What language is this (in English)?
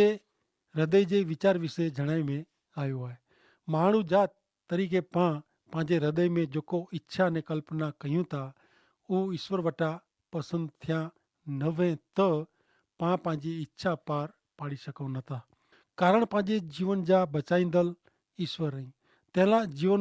Kachhi